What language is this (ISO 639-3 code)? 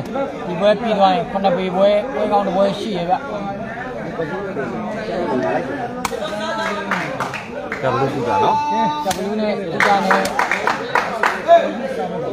mya